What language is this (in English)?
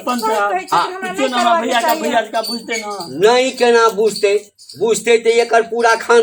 Maithili